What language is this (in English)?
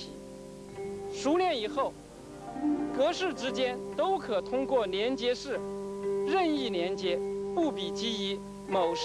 Chinese